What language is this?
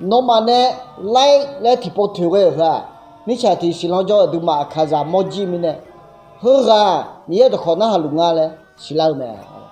Akha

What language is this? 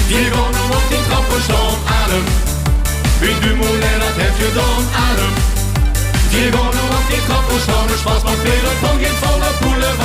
Limburgish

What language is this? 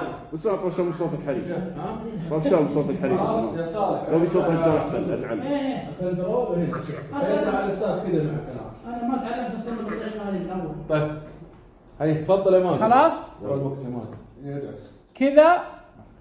Najdi Arabic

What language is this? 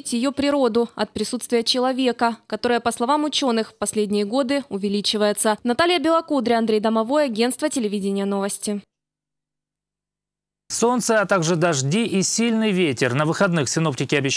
Russian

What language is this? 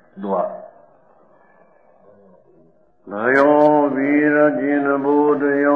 Gujarati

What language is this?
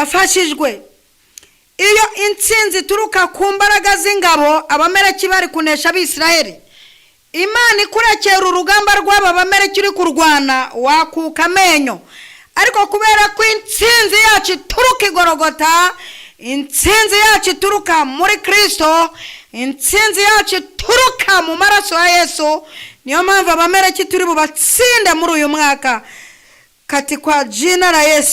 Kinyarwanda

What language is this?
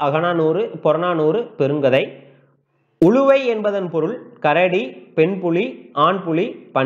Tamil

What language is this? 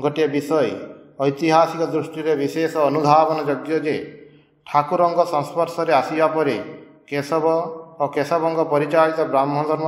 Odia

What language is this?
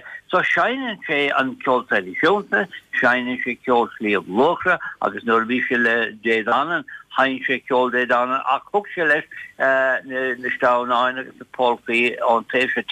Irish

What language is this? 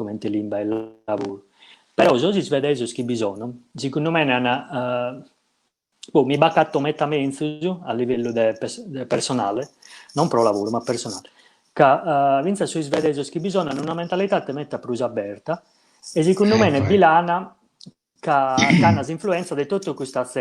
Sardinian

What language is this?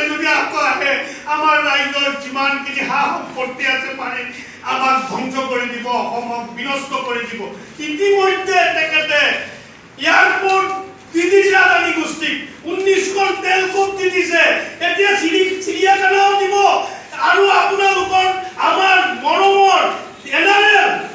Assamese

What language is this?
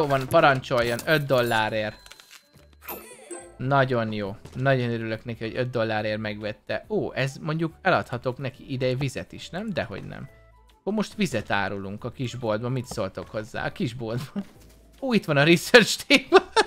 Hungarian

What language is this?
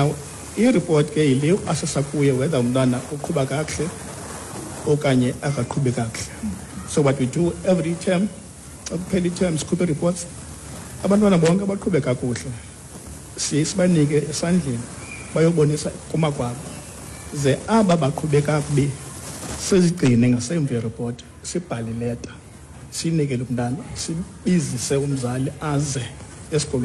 Xhosa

